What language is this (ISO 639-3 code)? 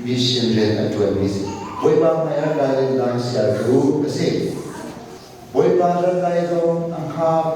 cnh